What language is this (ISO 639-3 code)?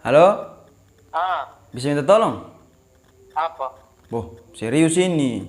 abs